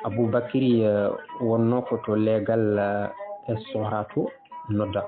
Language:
Fula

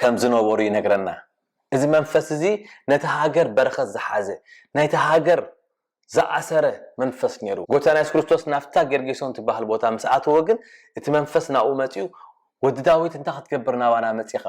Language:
Tigrinya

